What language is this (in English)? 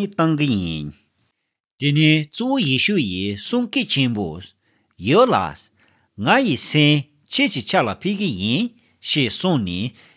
Tibetan